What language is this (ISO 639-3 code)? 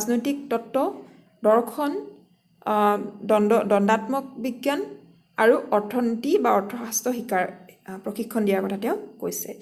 asm